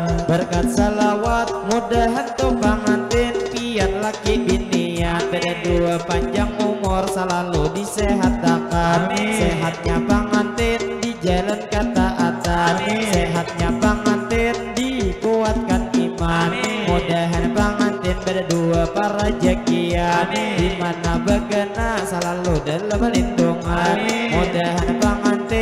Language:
Banjar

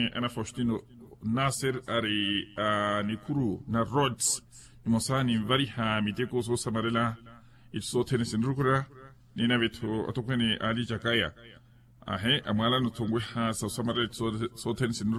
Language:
Makhuwa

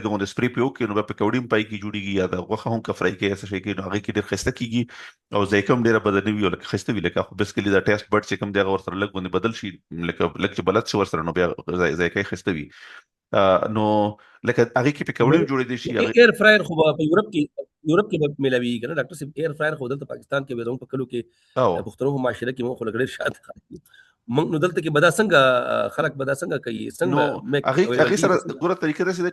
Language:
Pashto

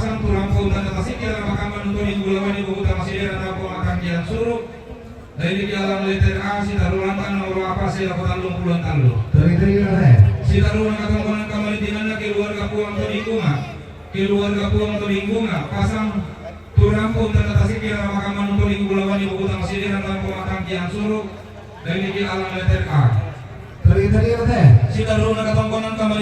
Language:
Toraja-Sa'dan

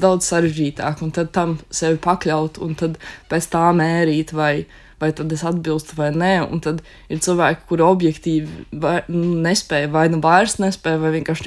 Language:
Latvian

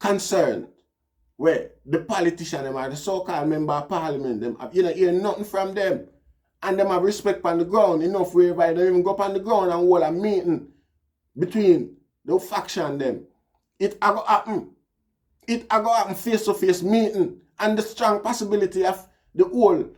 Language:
Jamaican Creole English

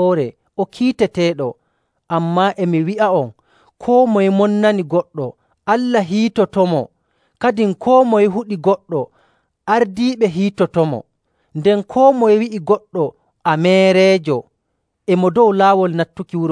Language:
Nigerian Fulfulde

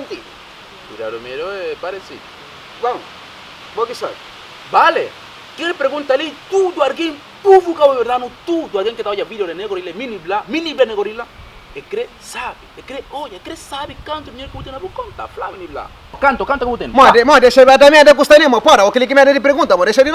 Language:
Kabuverdianu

